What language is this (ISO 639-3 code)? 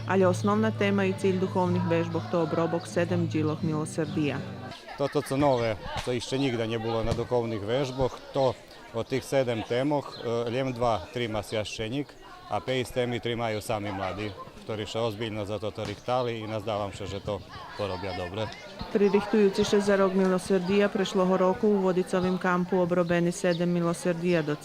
rue